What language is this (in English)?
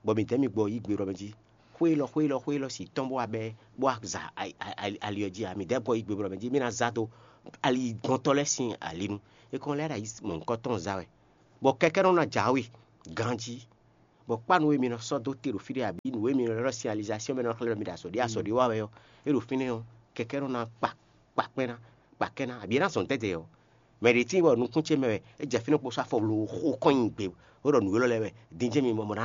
Fon